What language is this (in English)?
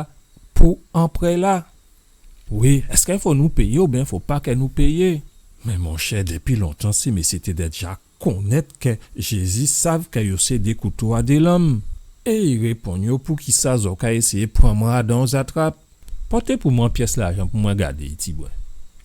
Guadeloupean Creole French